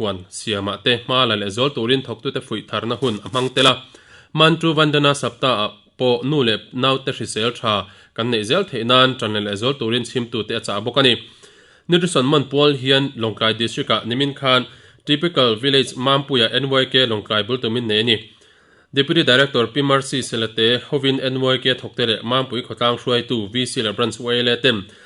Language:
Mizo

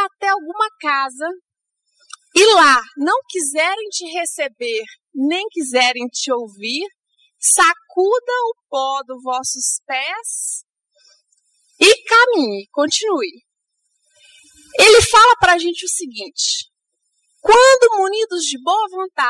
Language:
Portuguese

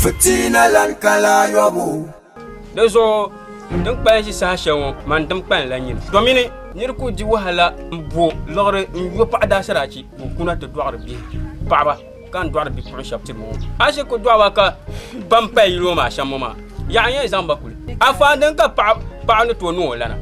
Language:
Dagbani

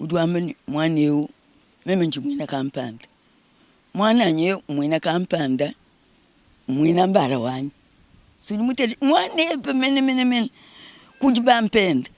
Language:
Luba-Lulua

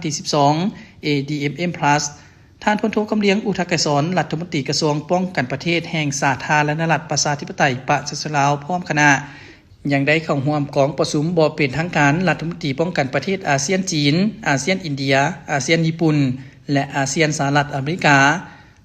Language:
Lao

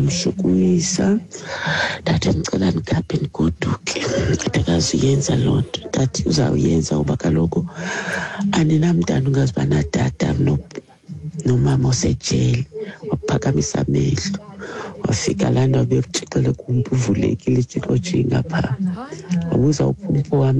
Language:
Xhosa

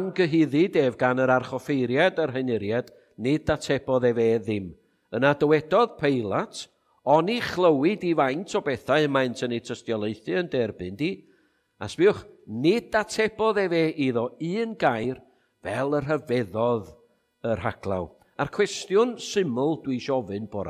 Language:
Welsh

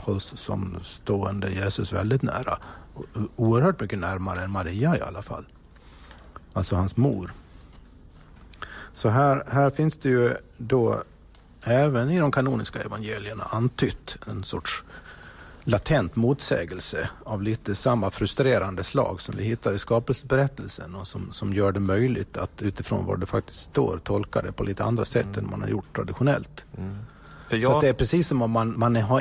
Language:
Swedish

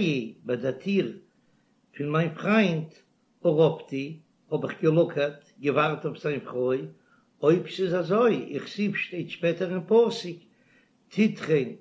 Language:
Yiddish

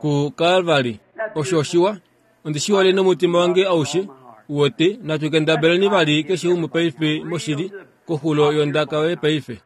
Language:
Kuanyama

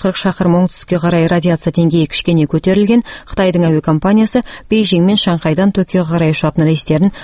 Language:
Kazakh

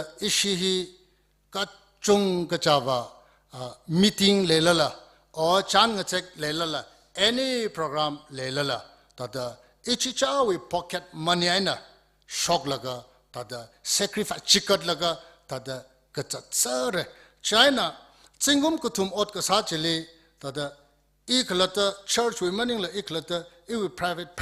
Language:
Tangkhul Naga (India)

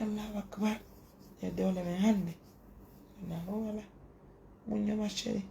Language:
Fula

